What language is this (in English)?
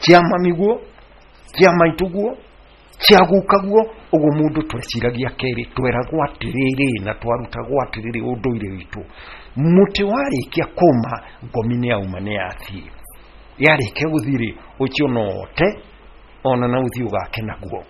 Kikuyu